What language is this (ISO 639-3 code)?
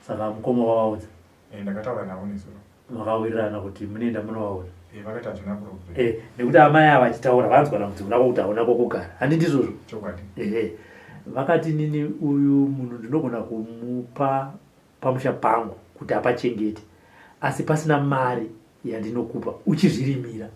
sna